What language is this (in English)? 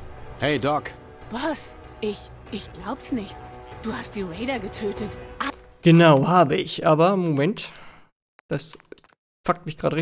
German